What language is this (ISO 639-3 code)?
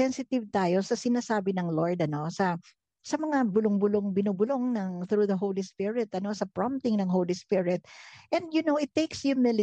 fil